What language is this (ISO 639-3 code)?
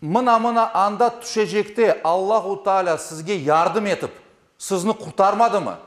crh